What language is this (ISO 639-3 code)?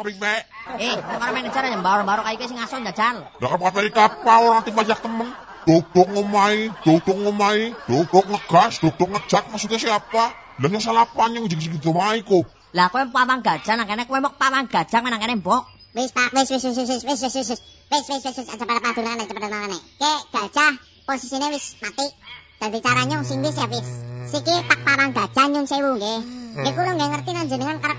jav